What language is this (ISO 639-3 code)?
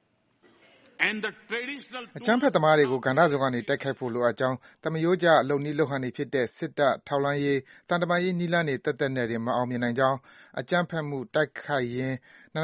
mya